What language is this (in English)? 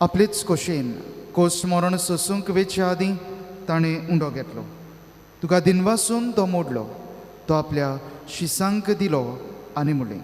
Konkani